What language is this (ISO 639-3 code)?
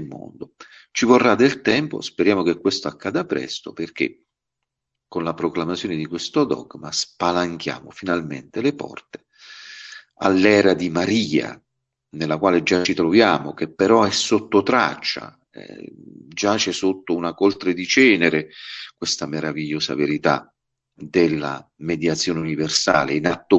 ita